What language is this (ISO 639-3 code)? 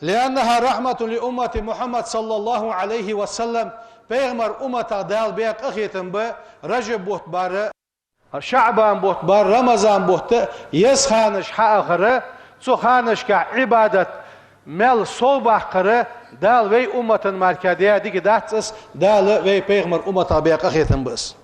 inh